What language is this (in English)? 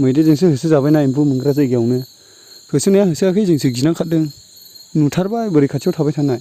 Bodo